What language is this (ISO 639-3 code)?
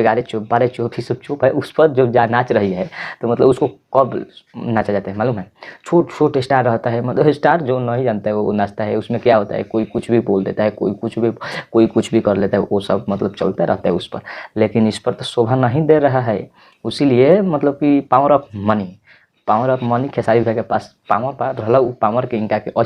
bho